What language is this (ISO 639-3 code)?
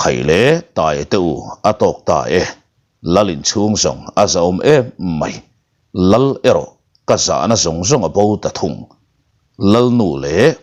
lus